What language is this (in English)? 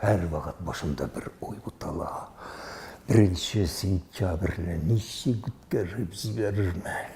Tatar